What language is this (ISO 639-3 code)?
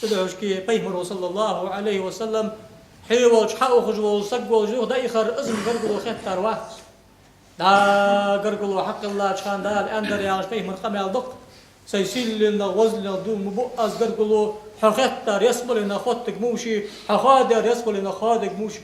inh